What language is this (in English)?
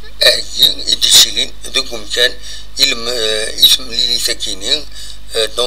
Kabyle